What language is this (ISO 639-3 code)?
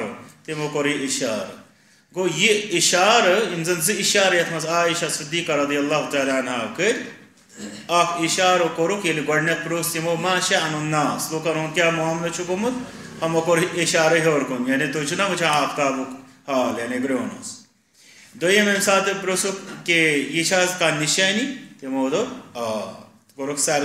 kas